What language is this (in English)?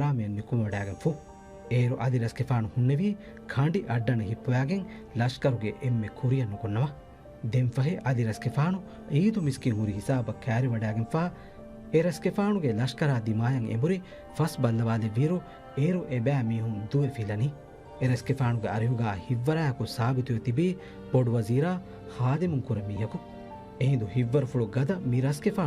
Divehi